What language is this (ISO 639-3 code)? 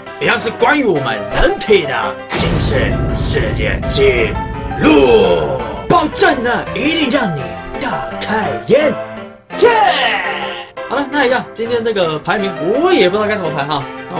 zho